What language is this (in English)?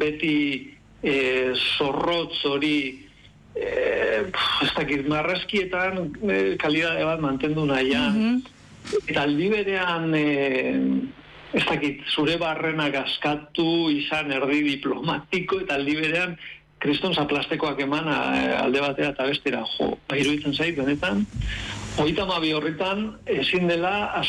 Basque